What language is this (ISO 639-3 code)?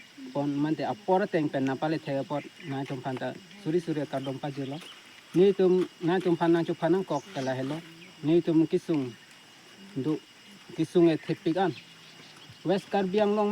mjw